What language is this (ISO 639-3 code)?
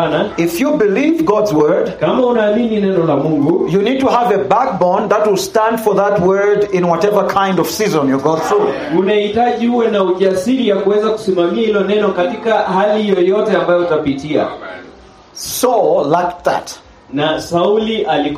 swa